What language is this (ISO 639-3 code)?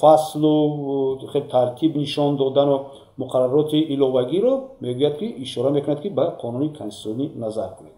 tgk